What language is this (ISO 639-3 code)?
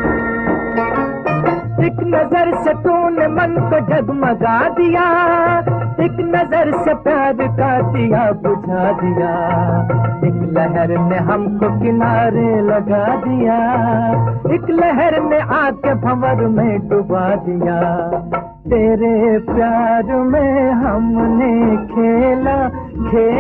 hin